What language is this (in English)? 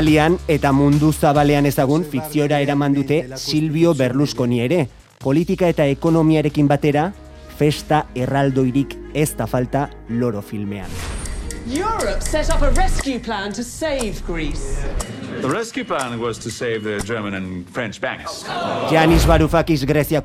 Basque